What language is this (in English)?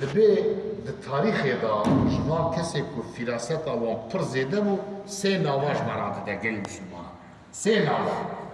Kurdish